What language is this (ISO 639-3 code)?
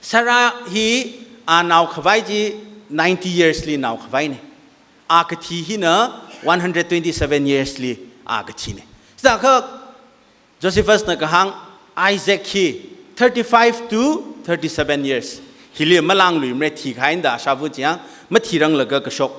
nmf